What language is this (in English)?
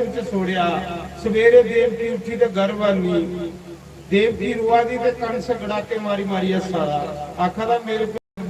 Dogri